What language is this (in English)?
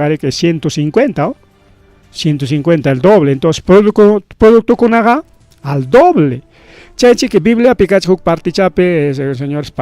Ayacucho Quechua